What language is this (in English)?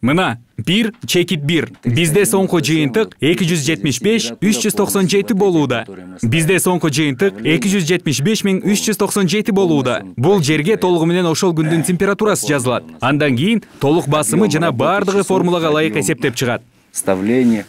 Kyrgyz